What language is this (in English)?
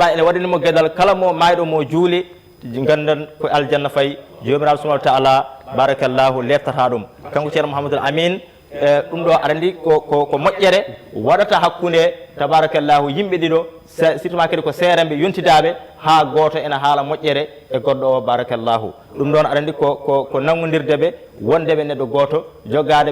Fula